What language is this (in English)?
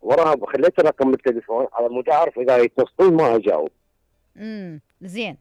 Mesopotamian Arabic